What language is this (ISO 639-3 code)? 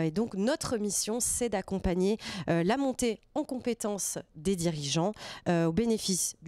fra